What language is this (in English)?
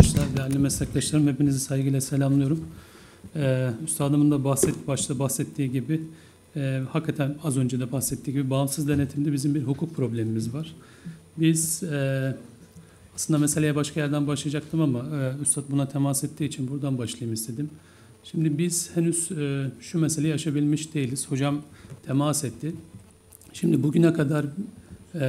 Turkish